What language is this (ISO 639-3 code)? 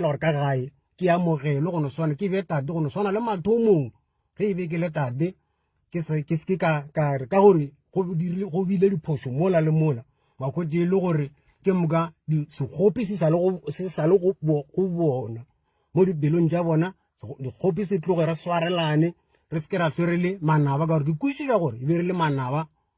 nso